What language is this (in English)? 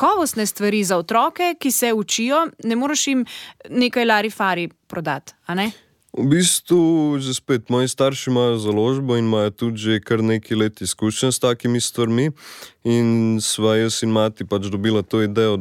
Slovenian